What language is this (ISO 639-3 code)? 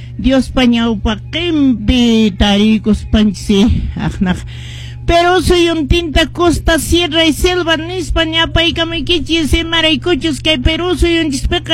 que